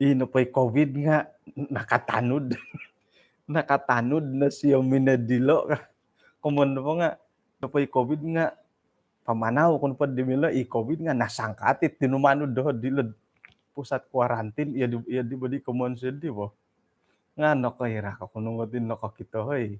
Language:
Central Dusun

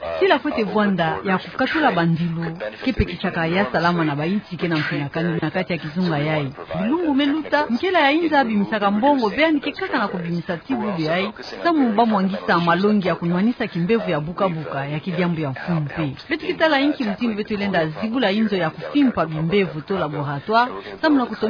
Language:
Kituba (Democratic Republic of Congo)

